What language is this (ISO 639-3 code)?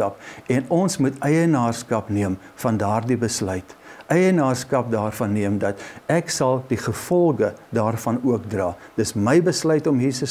afr